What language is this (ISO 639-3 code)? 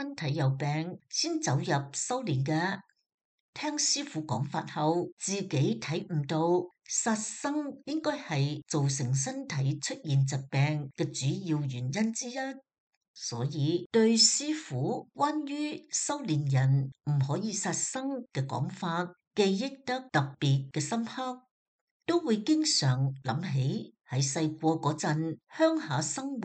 yue